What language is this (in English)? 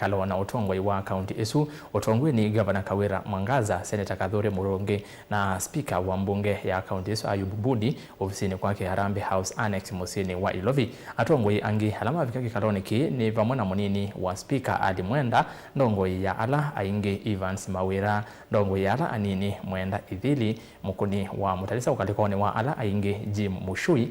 Kamba